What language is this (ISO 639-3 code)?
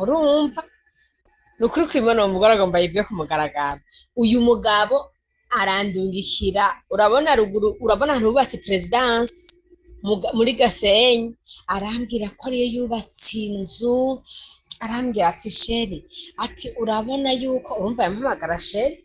run